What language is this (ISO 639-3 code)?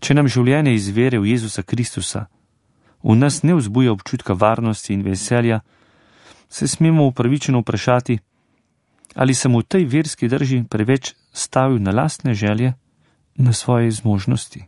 slv